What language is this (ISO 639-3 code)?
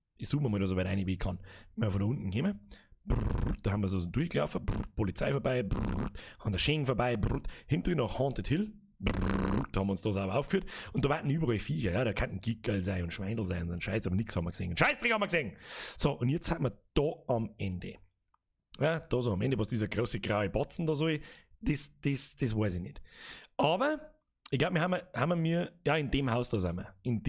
bar